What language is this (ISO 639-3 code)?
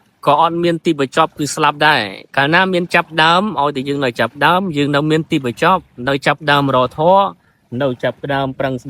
khm